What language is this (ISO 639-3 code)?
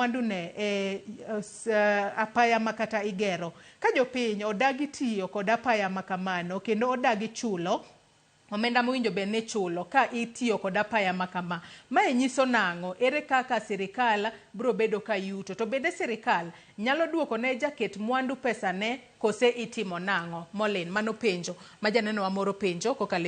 luo